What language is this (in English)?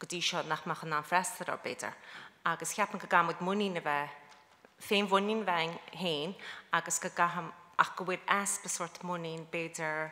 Irish